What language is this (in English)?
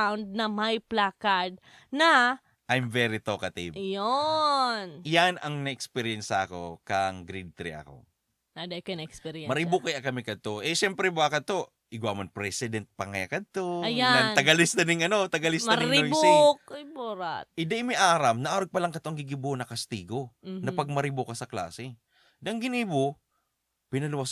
Bikol